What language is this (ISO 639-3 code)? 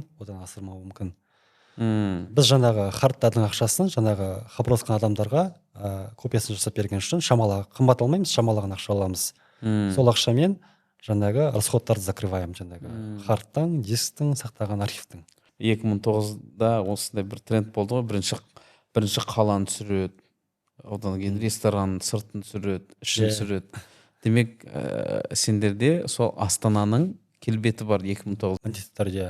kaz